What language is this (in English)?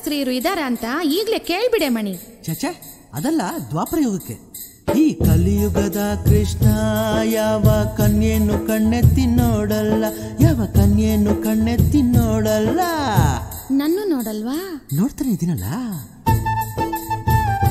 Kannada